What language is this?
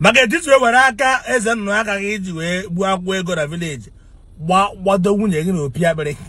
Igbo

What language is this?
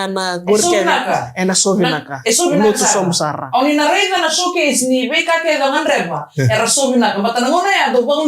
Fijian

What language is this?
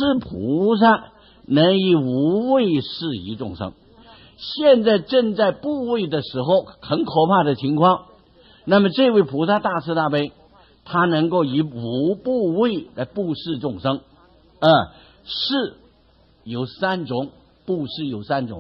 Chinese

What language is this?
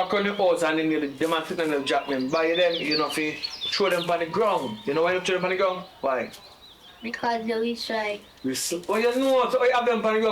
Jamaican Creole English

